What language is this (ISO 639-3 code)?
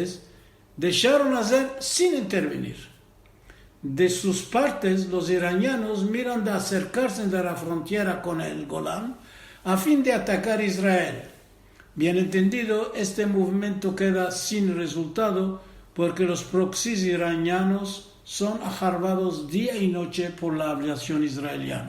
lad